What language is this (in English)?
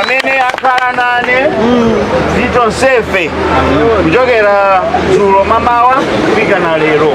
Nyanja